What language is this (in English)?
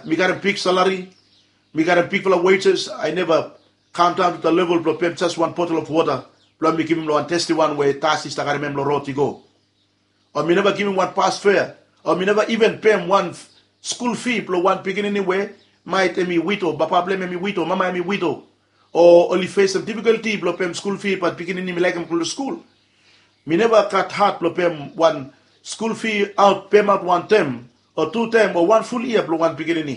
Bislama